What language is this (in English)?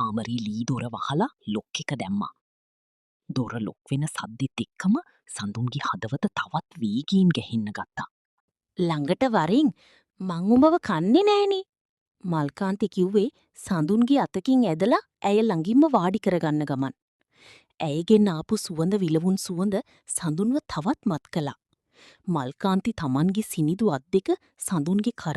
Sinhala